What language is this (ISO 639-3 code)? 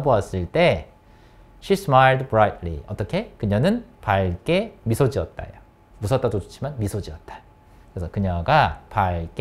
kor